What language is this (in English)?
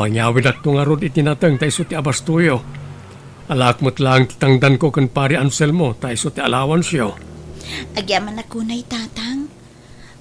Iloko